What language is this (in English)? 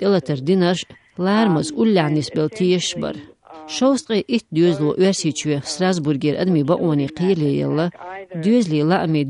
Chechen